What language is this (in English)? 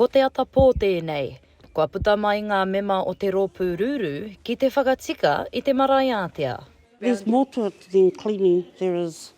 Māori